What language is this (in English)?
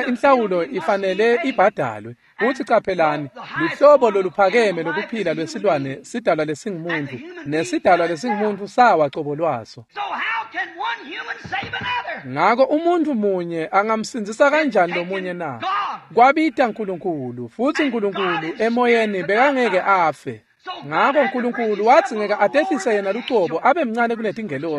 Swati